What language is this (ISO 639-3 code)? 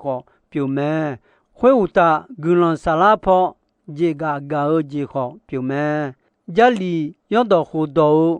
ahk